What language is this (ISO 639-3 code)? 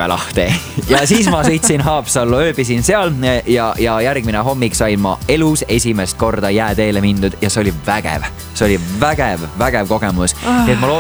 est